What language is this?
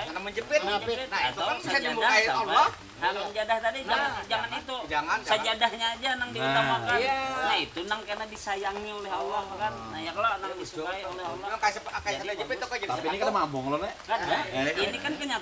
Banjar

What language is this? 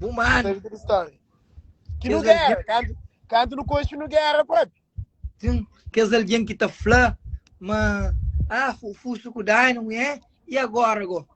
Kabuverdianu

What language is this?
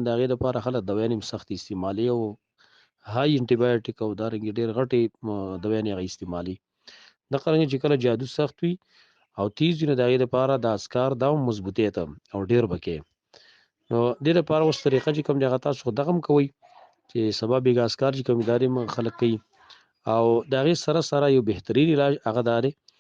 Pashto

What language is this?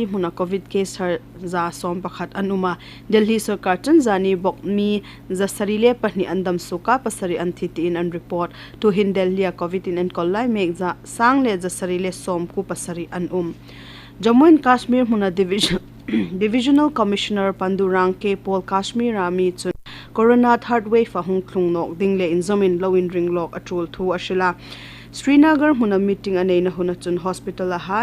Hmar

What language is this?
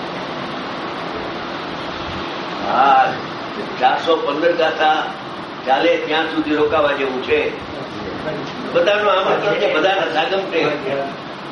Gujarati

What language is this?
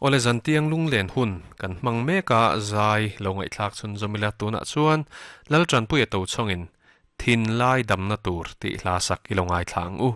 Mizo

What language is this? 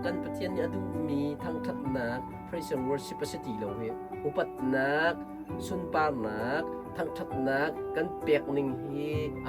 Hakha Chin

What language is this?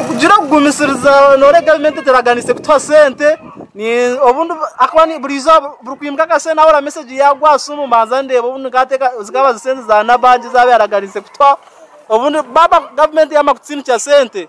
Nyankole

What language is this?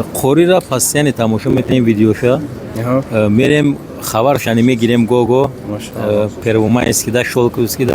Tajik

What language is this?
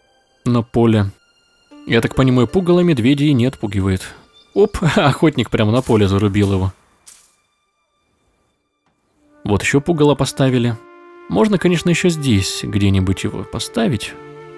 Russian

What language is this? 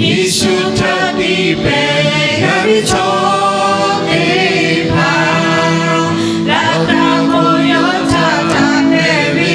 Lahu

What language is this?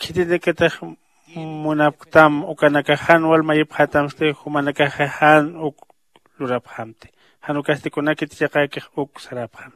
Aymara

